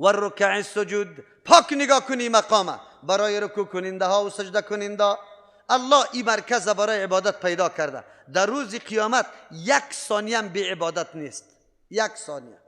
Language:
Persian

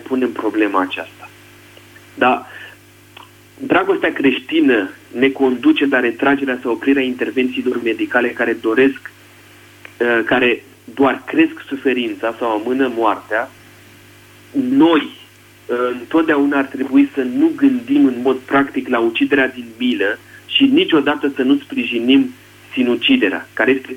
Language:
Romanian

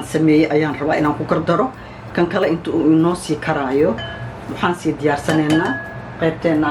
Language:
Somali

